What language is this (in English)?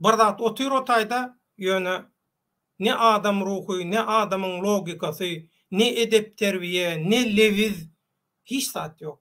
Turkmen